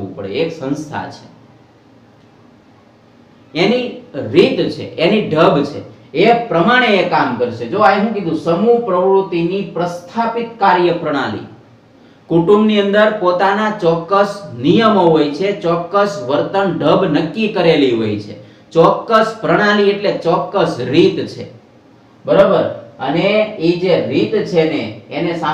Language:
Gujarati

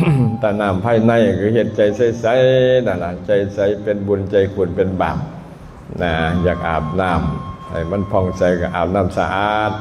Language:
Lao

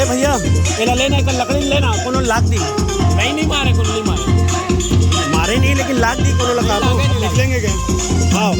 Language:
Chhattisgarhi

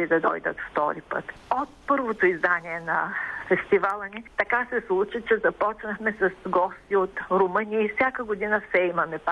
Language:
Bulgarian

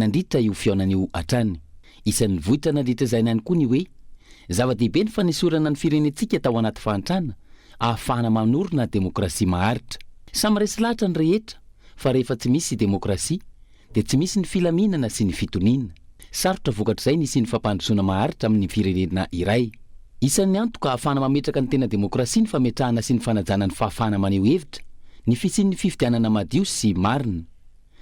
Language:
Malagasy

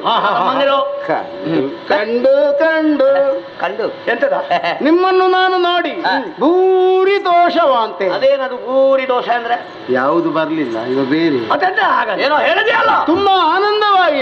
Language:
Kannada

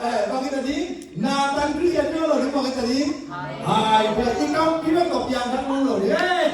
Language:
Tedim Chin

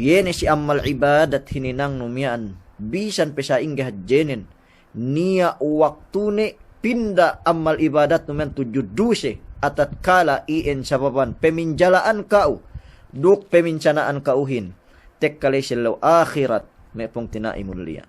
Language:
Yakan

